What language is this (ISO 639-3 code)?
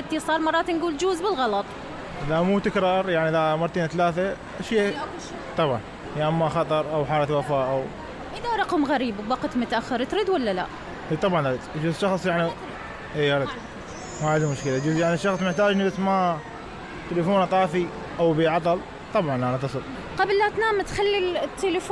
acm